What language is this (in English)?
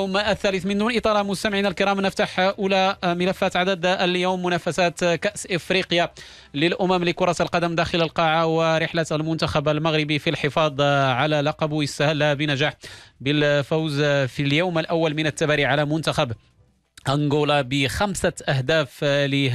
Moroccan Arabic